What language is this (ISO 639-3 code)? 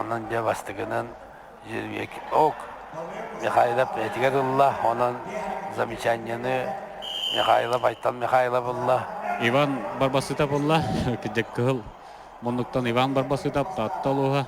sah